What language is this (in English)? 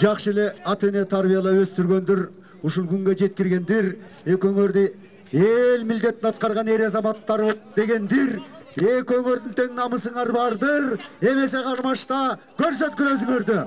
Kyrgyz